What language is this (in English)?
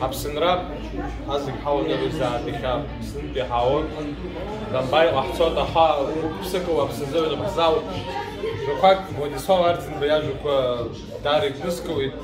Abkhazian